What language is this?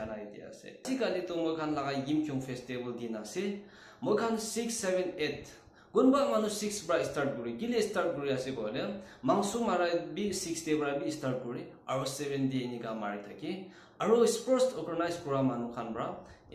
Naga Pidgin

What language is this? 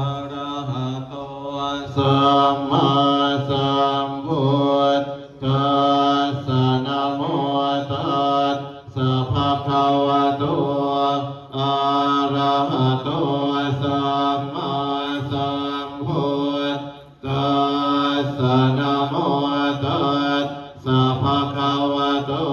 Pali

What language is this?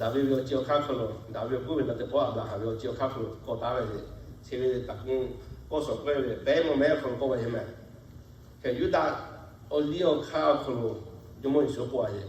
Lahu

